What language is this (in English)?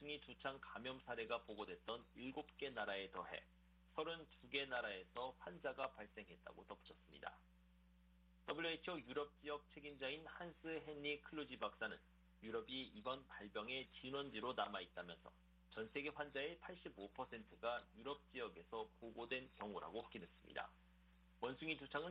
Korean